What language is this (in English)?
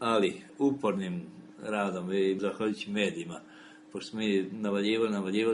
Serbian